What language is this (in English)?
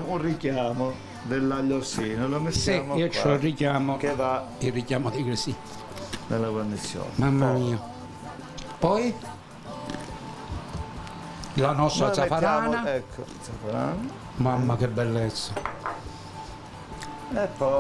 Italian